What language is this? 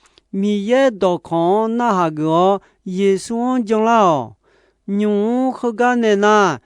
Akha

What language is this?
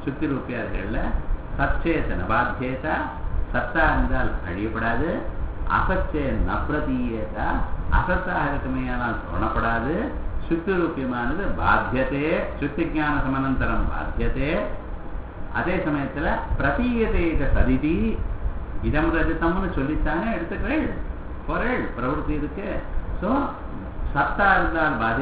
Tamil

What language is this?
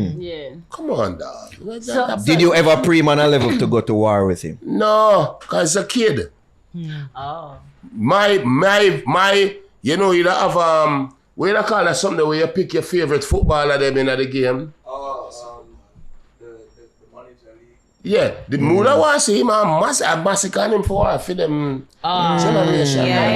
Jamaican Creole English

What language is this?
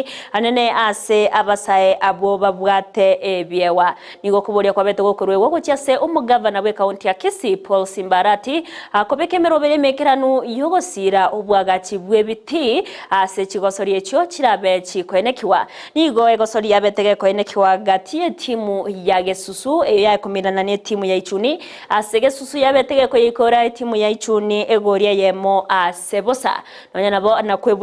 Gusii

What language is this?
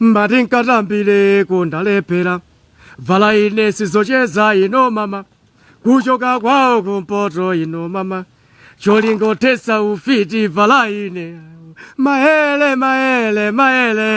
Nyanja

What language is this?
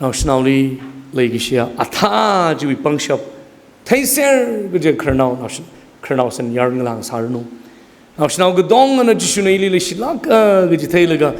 Tangkhul Naga (India)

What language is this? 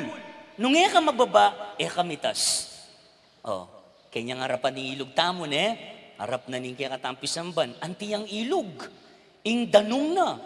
Pampanga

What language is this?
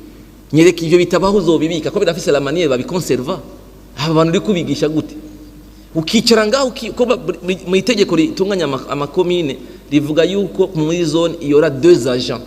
Rundi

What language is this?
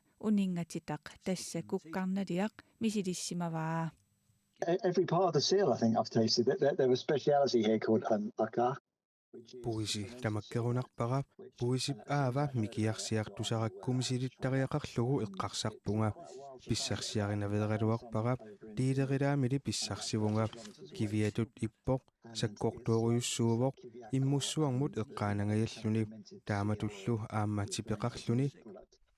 Kalaallisut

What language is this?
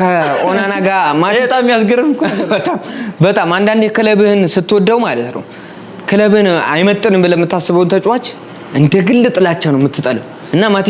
Amharic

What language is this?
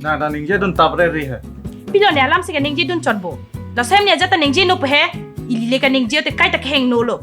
Karbi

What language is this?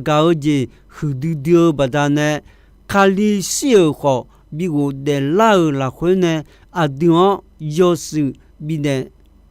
Akha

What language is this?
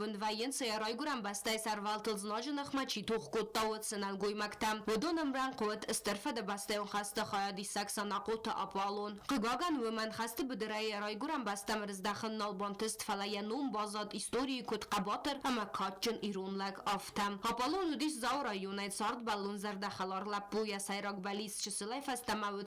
Ossetic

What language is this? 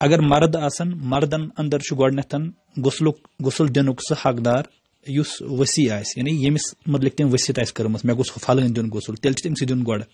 Kashmiri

